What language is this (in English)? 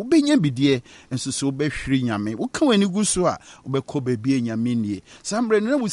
Akan